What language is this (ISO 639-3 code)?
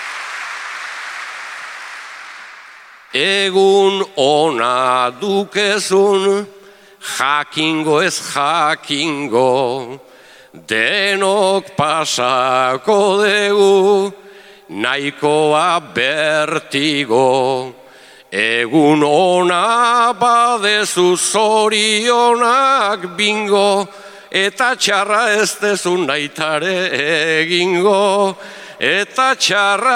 eus